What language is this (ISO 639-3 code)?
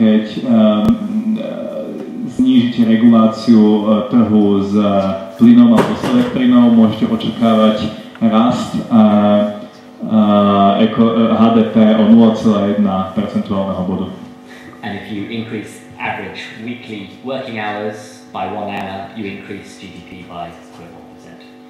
slk